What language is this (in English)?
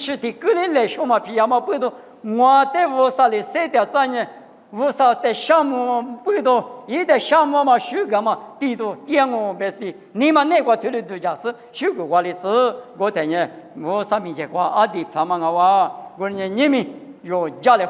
Lisu